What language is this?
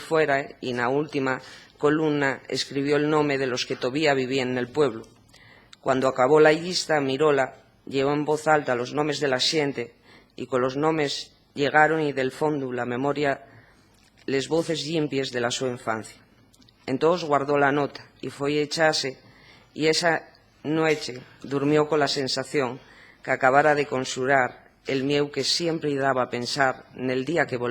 Asturian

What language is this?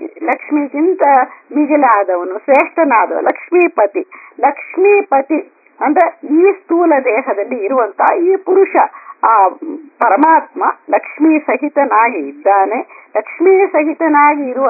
Kannada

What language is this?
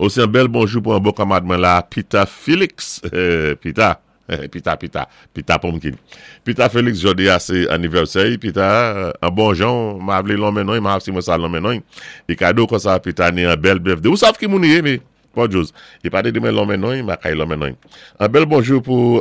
Saint Lucian Creole French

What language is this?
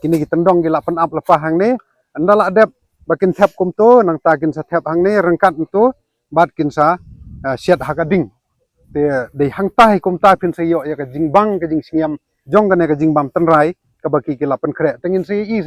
Khasi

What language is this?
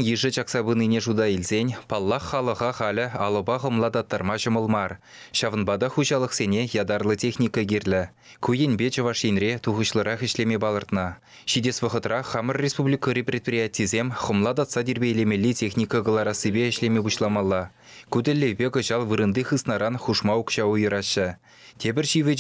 Chuvash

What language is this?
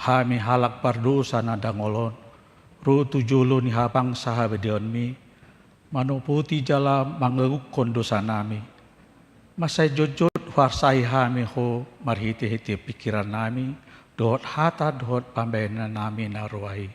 Batak Toba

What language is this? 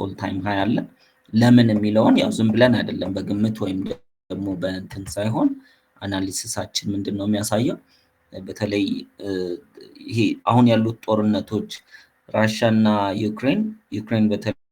Amharic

